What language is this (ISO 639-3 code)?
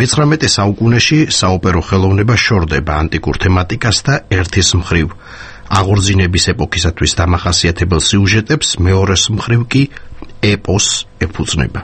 kat